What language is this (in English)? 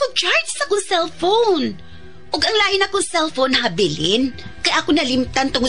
Cebuano